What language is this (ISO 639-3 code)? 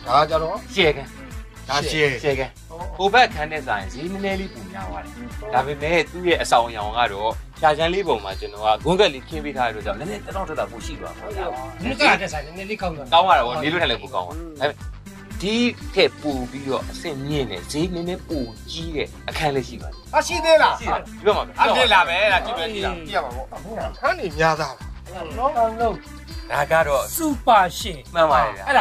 mya